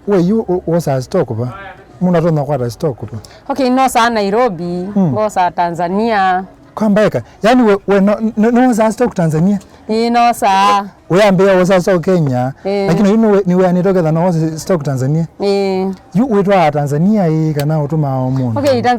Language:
Kamba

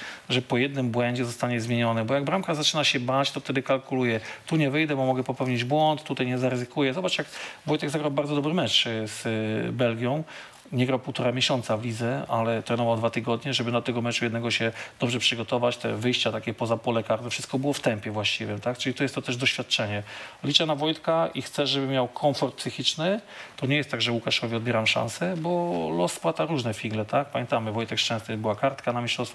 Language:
Polish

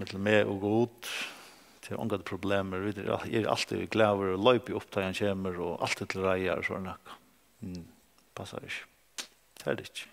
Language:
Faroese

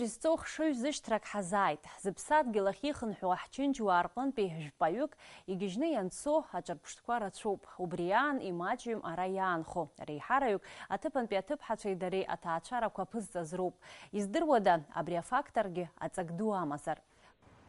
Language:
Abkhazian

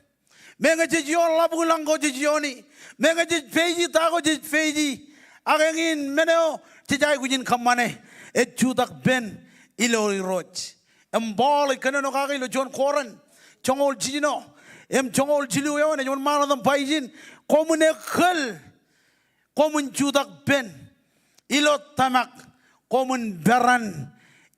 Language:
Marshallese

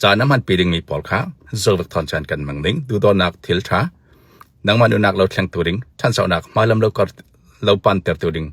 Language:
Falam Chin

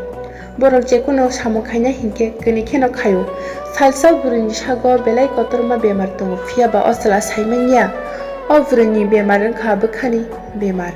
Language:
Kok Borok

